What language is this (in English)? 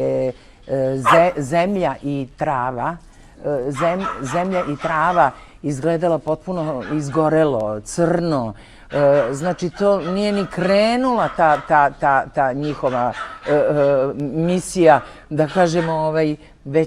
Serbian